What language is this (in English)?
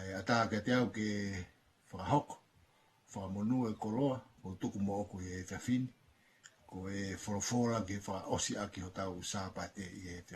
Tongan